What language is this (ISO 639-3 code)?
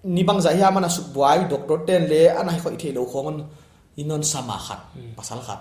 pck